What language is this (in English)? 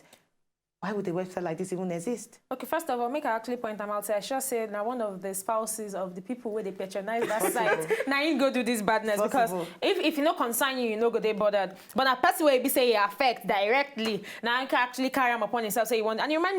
Nigerian Pidgin